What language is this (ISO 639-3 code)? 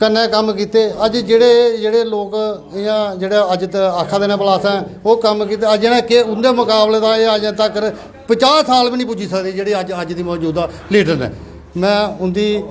doi